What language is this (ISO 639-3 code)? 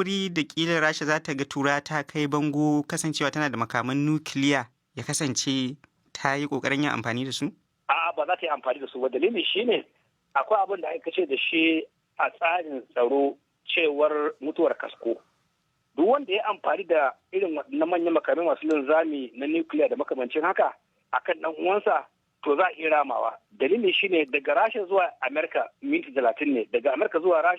hau